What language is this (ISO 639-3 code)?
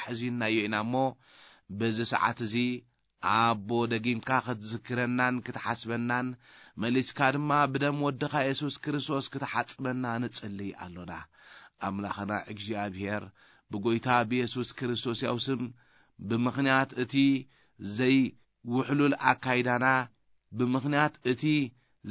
tir